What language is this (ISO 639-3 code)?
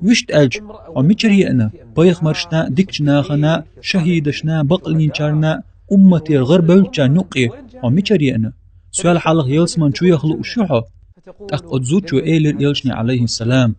che